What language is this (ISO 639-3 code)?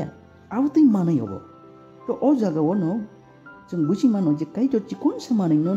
trp